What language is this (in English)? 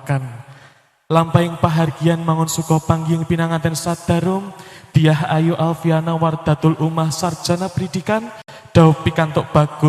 Javanese